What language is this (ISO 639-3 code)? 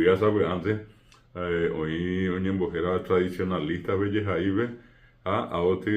grn